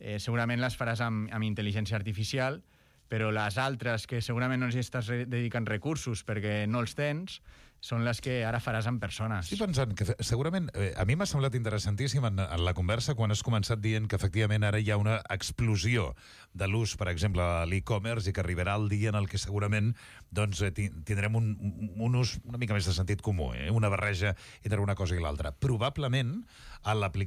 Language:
Catalan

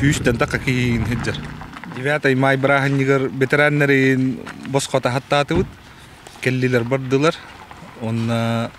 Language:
Yakut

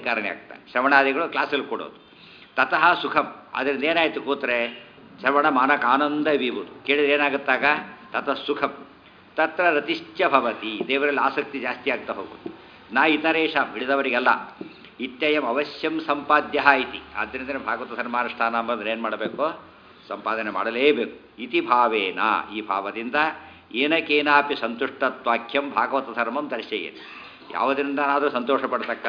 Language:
Kannada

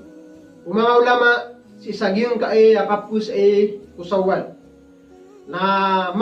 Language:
Maranao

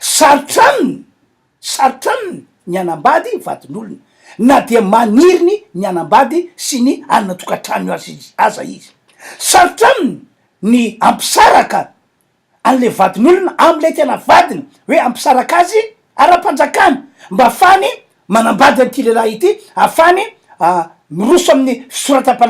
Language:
Malagasy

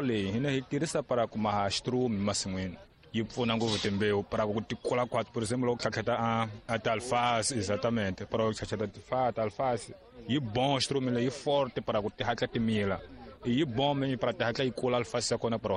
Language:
Tsonga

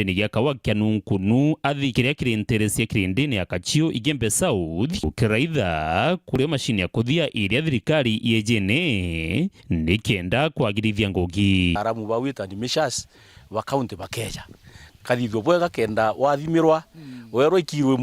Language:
Meru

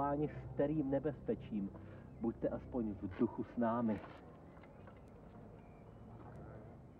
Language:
Czech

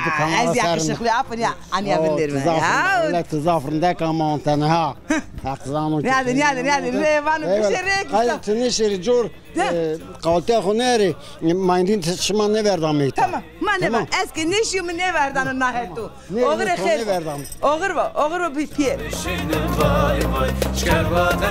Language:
Zaza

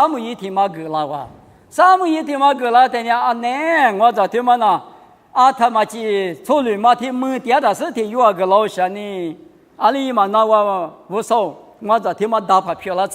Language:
Lisu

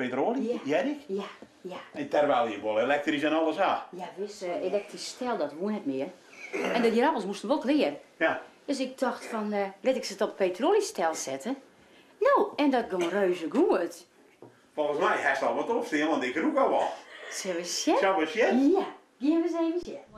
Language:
Western Frisian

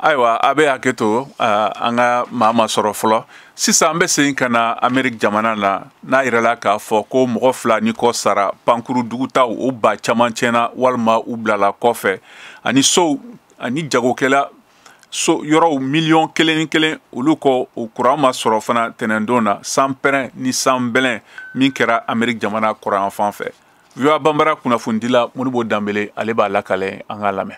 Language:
Bambara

